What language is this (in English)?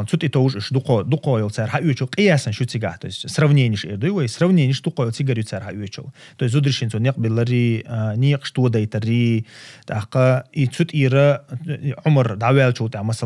Chechen